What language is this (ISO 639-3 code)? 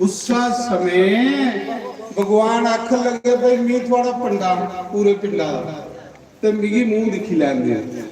doi